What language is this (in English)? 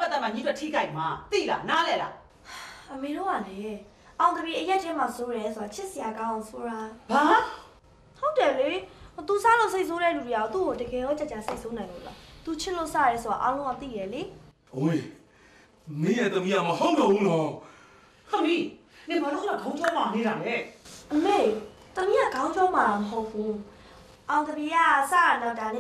Burmese